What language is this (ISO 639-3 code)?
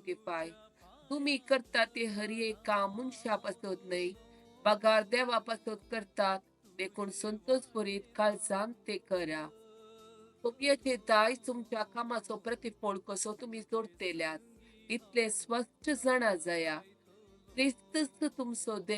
kok